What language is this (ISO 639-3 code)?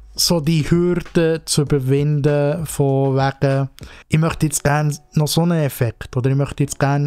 gsw